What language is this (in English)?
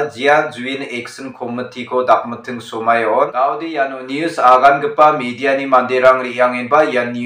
Garo